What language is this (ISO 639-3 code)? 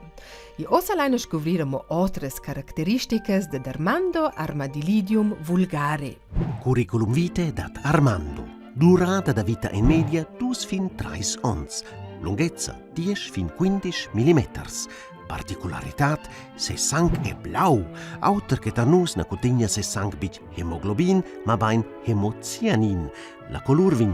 roh